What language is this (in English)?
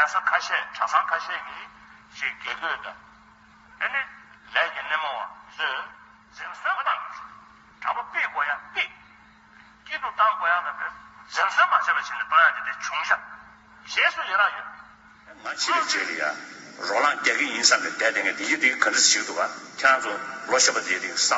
Tibetan